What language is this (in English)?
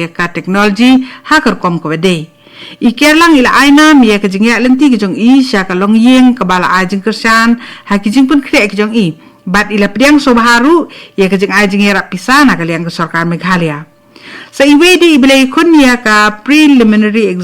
Khasi